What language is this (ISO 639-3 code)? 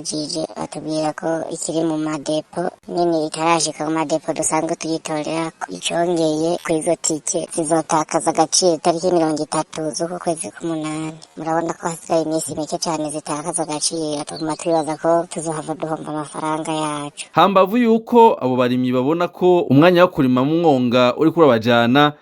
run